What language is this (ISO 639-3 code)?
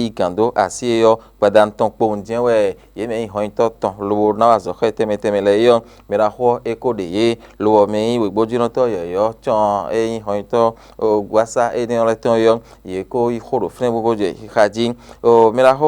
fon